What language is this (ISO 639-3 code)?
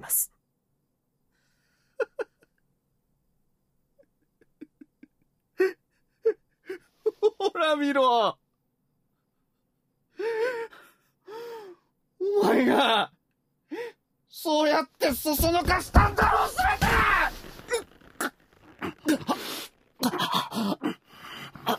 jpn